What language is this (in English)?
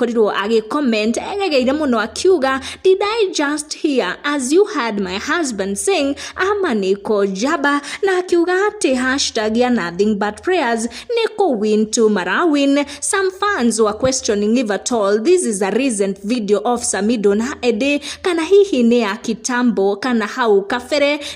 Kikuyu